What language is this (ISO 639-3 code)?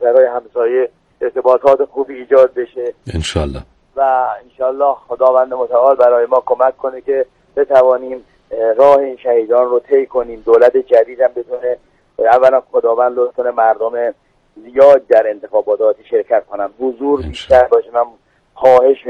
fas